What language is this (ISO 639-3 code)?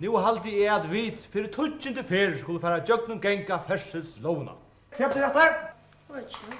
fao